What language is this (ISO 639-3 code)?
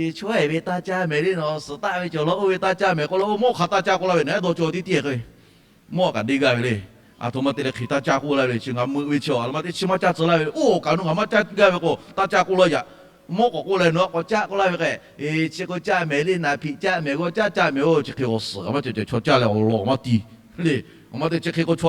lhu